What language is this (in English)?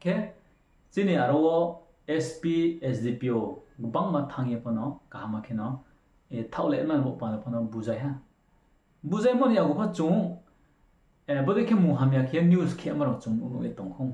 Riang (India)